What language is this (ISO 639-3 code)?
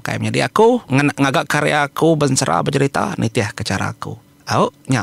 iba